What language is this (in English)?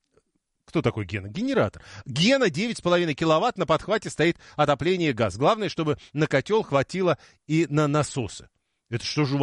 Russian